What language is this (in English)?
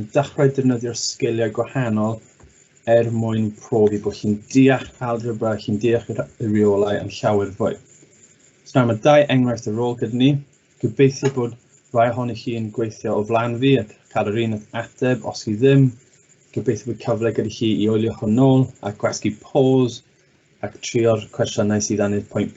Welsh